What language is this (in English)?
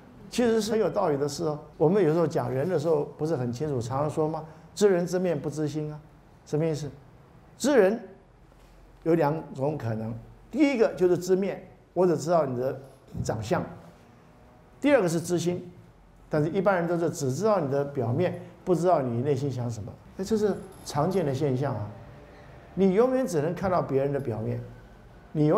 Chinese